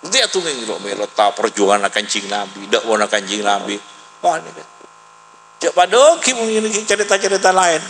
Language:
Madurese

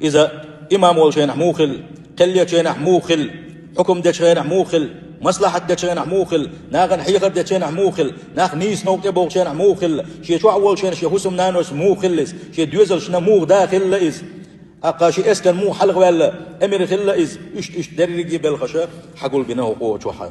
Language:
Chechen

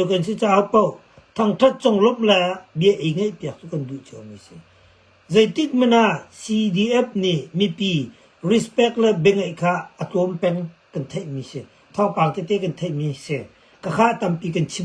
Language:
Hakha Chin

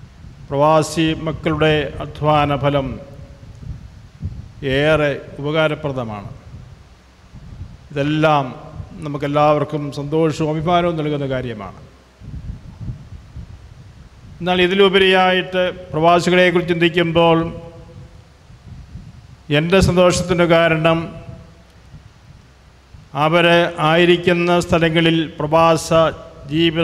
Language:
Malayalam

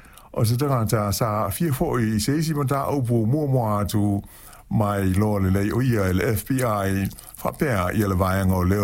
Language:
Samoan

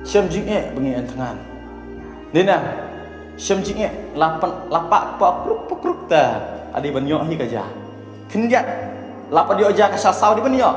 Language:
Khasi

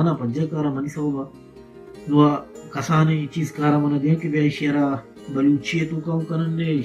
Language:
Baluchi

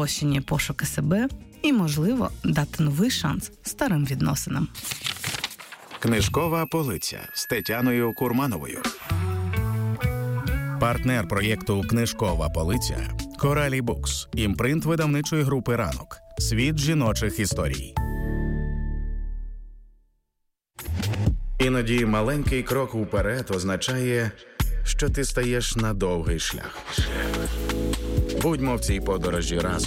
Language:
Ukrainian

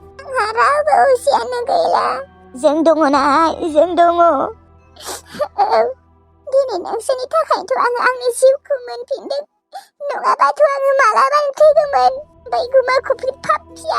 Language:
Bodo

